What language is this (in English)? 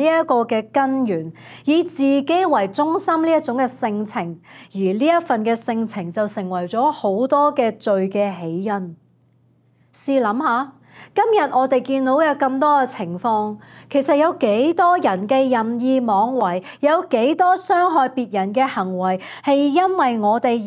Cantonese